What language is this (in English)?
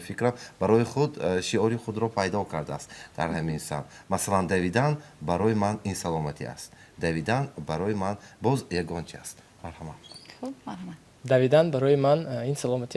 Tajik